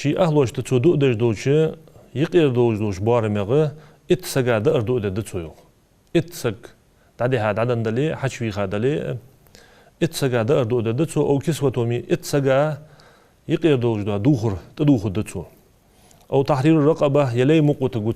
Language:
Ingush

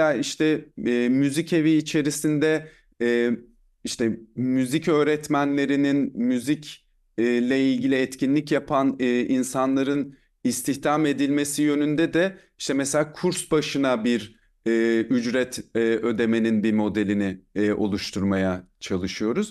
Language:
Turkish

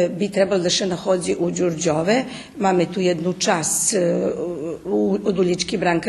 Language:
Rusyn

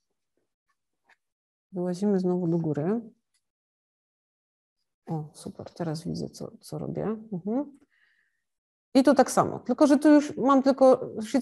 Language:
Polish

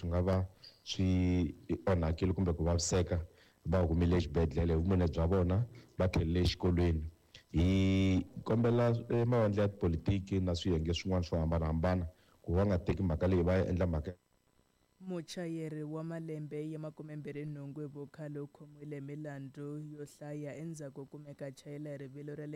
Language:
Tsonga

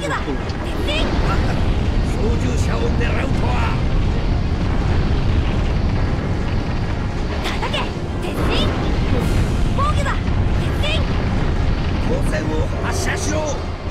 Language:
Japanese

